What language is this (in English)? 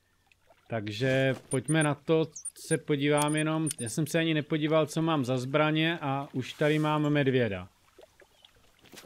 Czech